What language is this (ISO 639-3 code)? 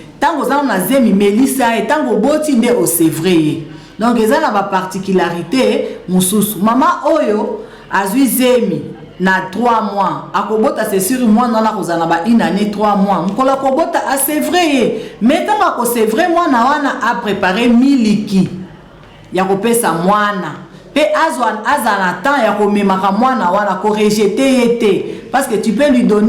lin